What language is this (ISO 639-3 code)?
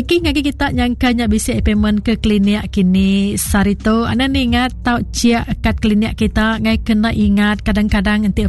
iba